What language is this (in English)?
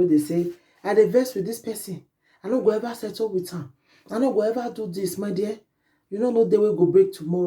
Nigerian Pidgin